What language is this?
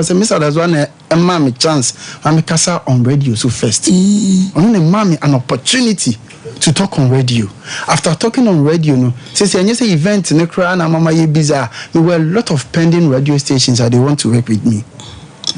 Akan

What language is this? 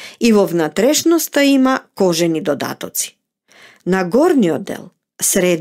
Macedonian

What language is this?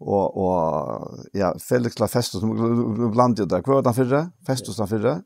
Faroese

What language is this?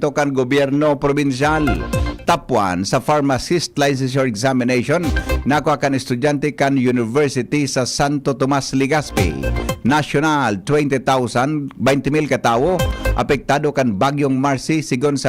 Bikol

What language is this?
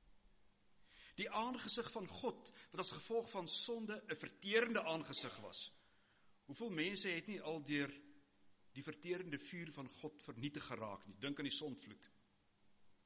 Afrikaans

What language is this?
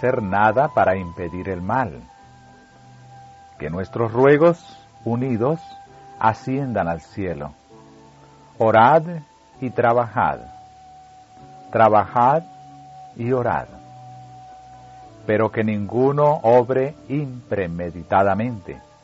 Spanish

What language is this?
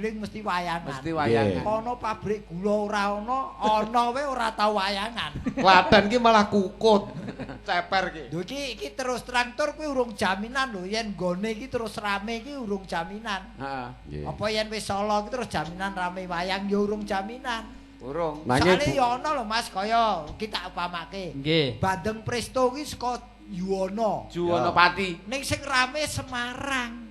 Javanese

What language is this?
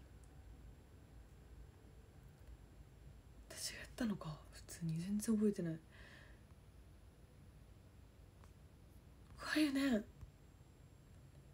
Japanese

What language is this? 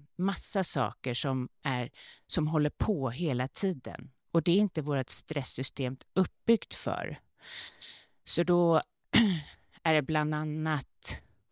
Swedish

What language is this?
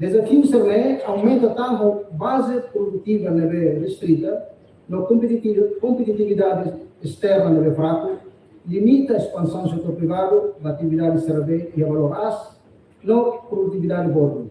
Tetum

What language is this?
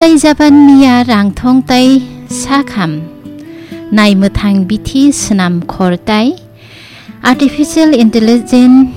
Kok Borok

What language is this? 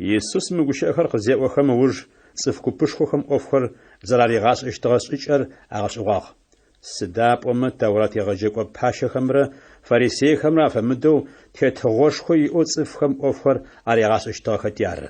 Adyghe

